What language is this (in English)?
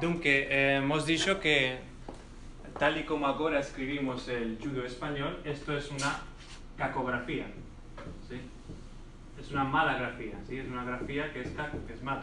Ladino